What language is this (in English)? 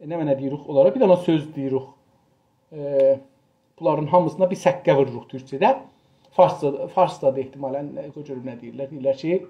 South Azerbaijani